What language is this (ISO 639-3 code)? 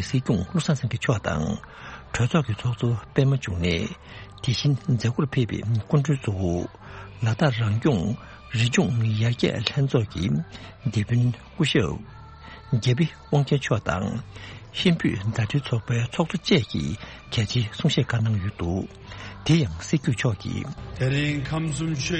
bod